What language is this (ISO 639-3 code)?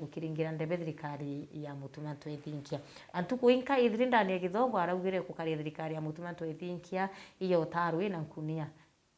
mer